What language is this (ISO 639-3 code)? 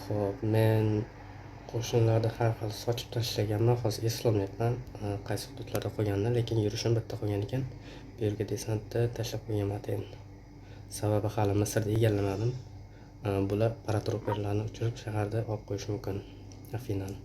uzb